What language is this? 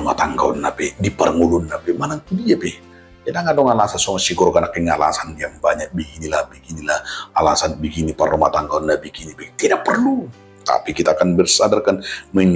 Batak Toba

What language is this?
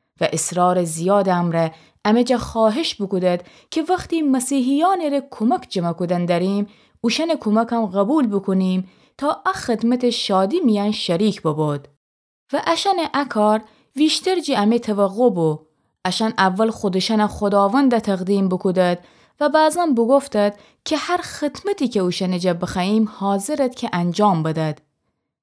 Gilaki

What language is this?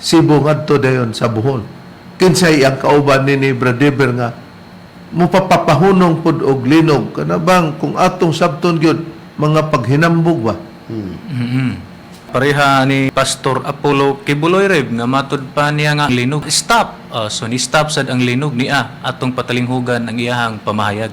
Cebuano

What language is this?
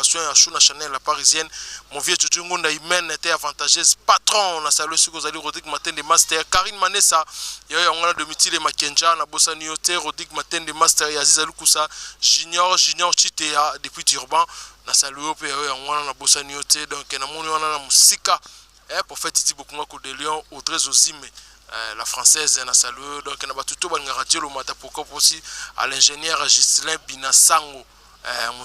Lingala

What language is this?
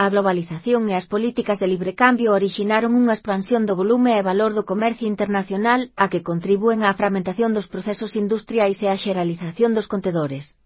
Galician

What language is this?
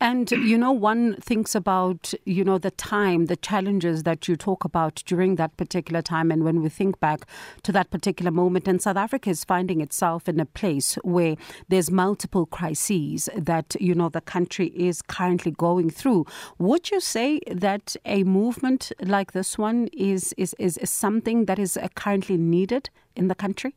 English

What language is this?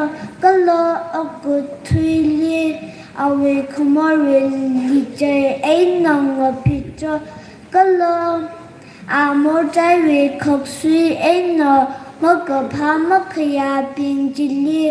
Tangkhul Naga (India)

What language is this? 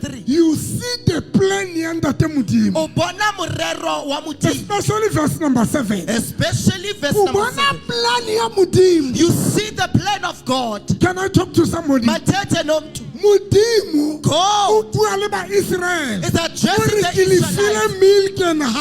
Southern Sotho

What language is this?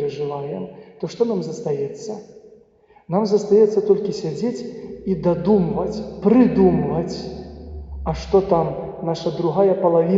Belarusian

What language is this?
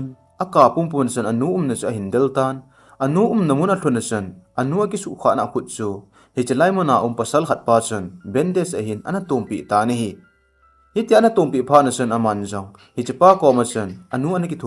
Thado Chin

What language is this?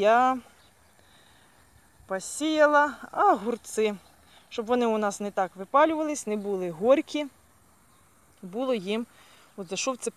Ukrainian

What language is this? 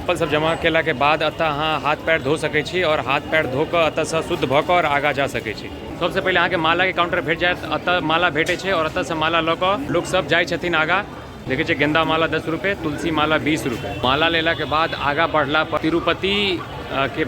Maithili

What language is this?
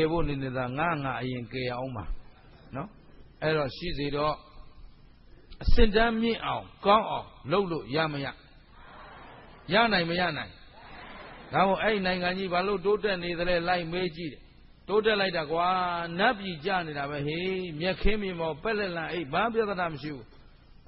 Burmese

